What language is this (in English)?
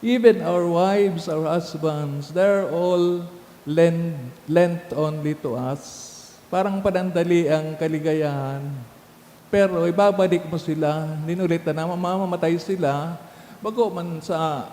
Bikol